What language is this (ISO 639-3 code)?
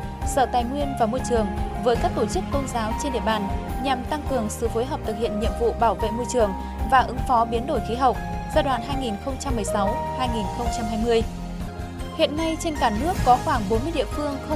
vie